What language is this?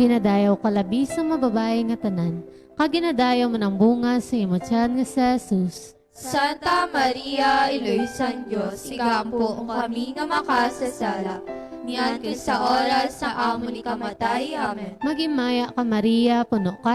Hiligaynon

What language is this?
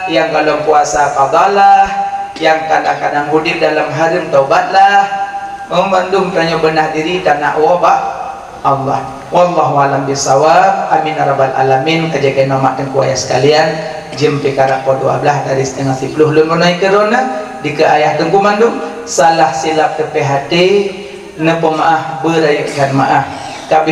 Achinese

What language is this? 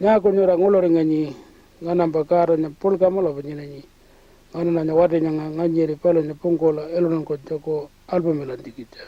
Pitjantjatjara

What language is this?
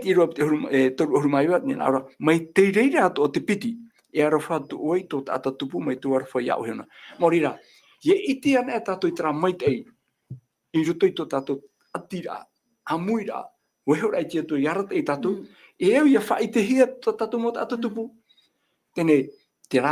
Tahitian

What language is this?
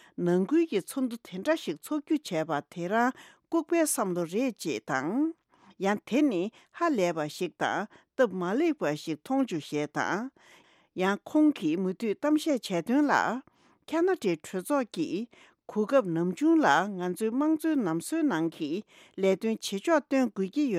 Tibetan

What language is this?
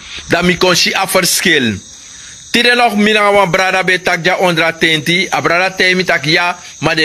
Sranan Tongo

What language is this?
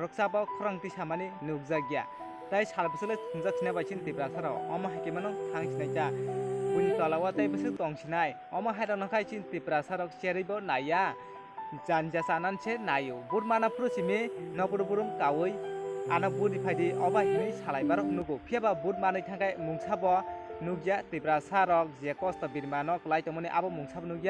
Kok Borok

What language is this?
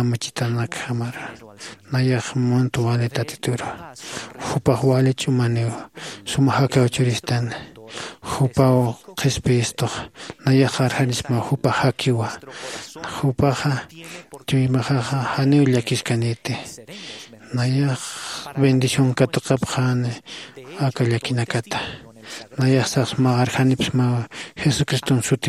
Aymara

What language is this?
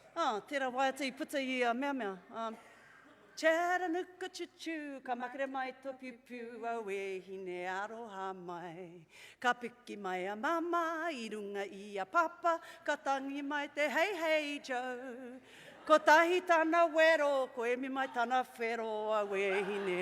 Māori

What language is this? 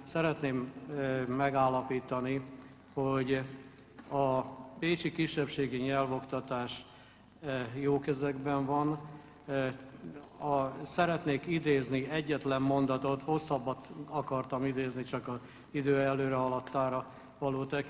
Hungarian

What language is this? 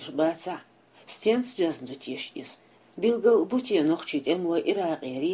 Chechen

